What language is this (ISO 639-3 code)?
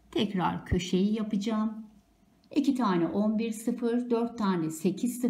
tur